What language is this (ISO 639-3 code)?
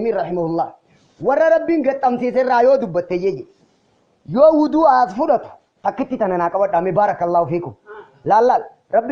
orm